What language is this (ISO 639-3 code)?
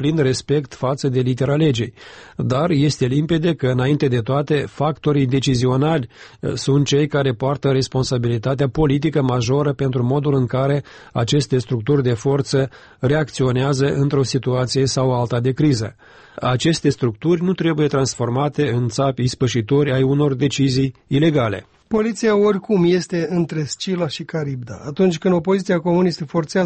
ron